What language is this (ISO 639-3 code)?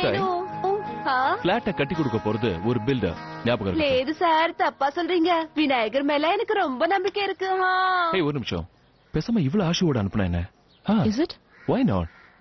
tam